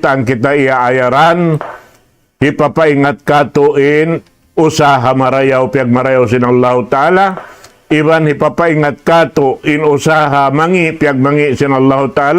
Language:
Tausug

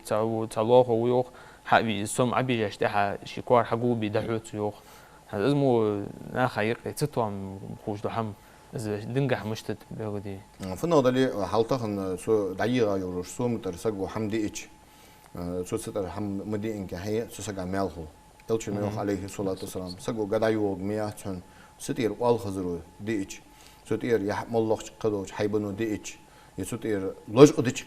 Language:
Ingush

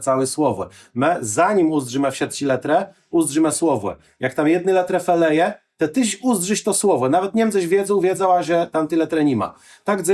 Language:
Kashubian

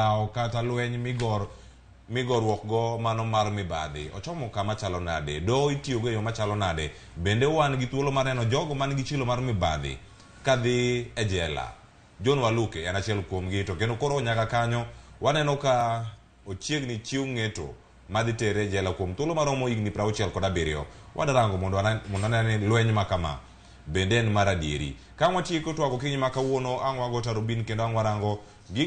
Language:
Luo (Kenya and Tanzania)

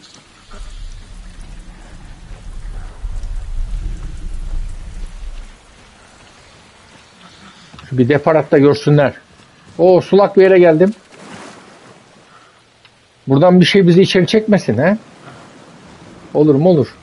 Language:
Turkish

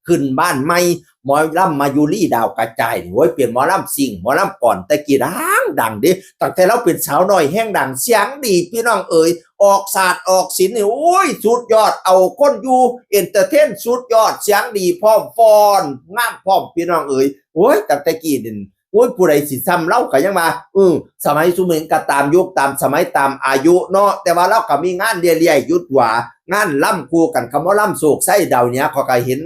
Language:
Northeastern Thai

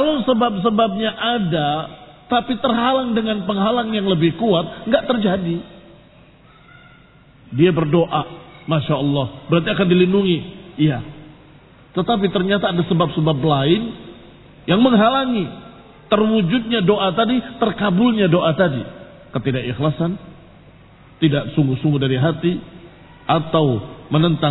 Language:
Indonesian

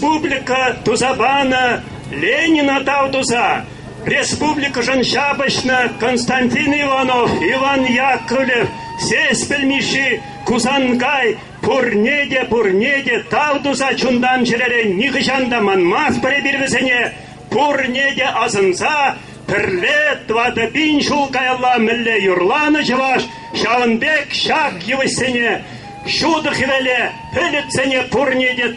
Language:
Chuvash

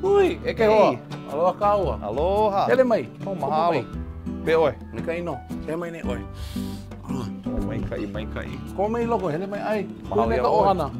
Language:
Hawaiian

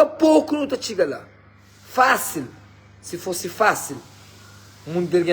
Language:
Kabuverdianu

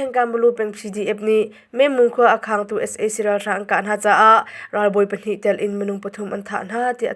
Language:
Hakha Chin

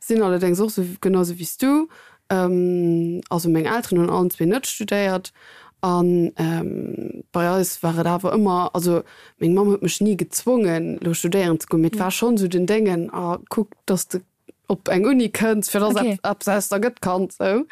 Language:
Luxembourgish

